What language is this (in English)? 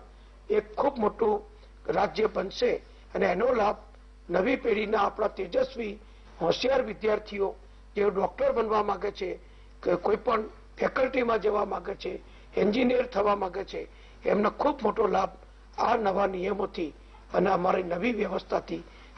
Gujarati